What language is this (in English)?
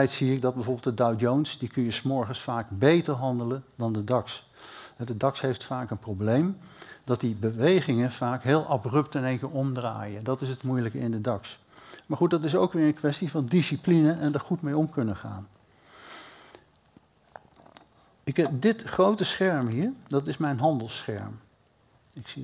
Dutch